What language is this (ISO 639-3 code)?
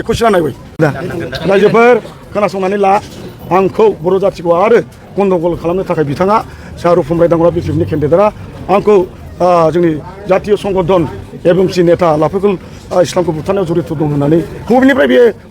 brx